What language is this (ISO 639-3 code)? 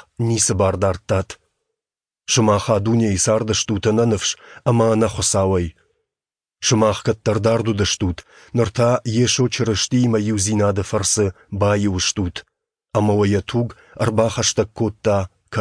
oss